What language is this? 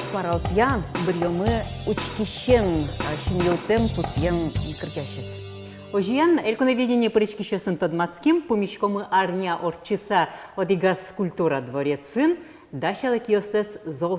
Udmurt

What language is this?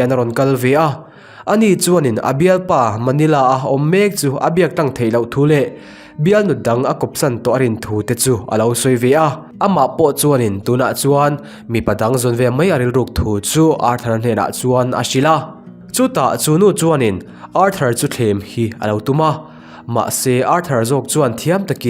Mizo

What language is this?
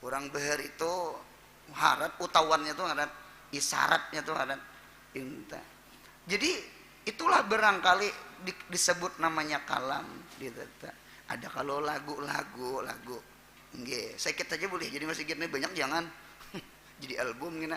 Banjar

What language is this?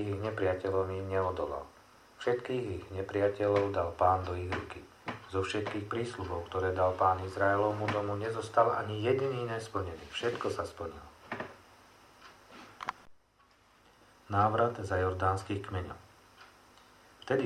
Slovak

